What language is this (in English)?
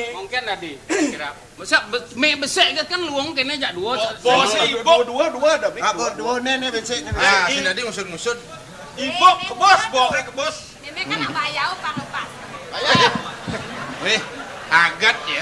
Balinese